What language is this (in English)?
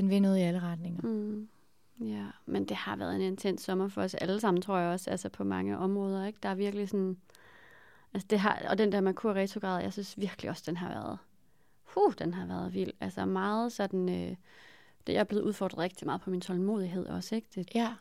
Danish